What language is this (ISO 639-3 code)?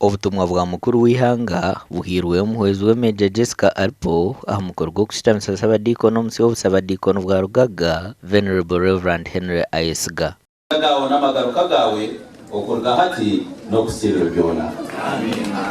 nyn